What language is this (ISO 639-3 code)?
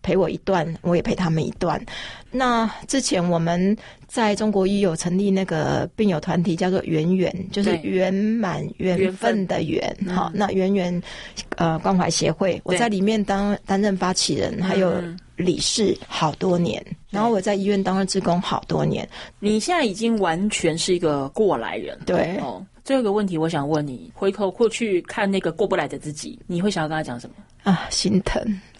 zho